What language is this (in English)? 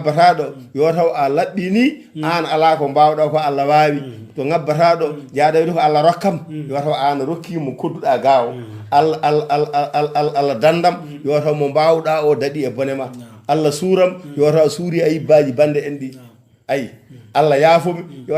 Fula